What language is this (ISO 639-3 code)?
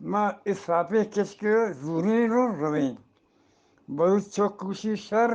bgp